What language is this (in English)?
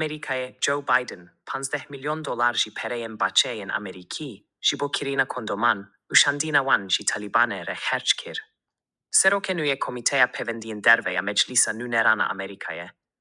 Kurdish